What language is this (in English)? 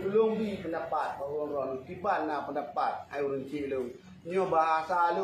Achinese